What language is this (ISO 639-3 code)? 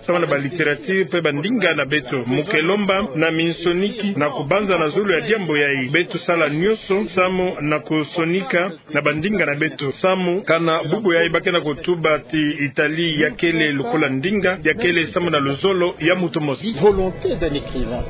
ktu